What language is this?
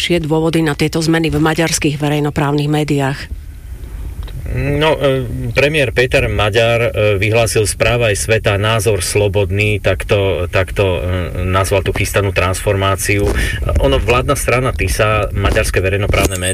Slovak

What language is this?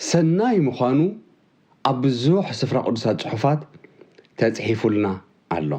Tigrinya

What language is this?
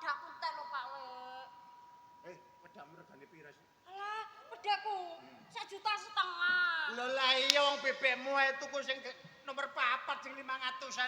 Javanese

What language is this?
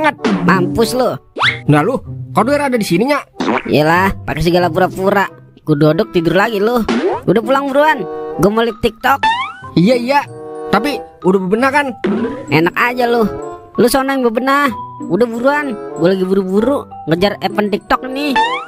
Betawi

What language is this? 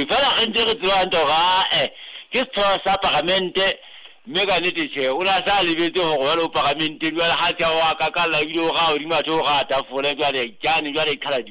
Southern Sotho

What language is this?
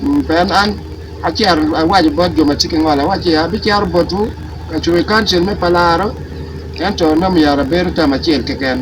Acoli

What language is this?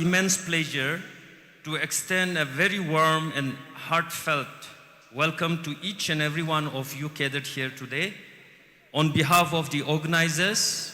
Tangkhul Naga (India)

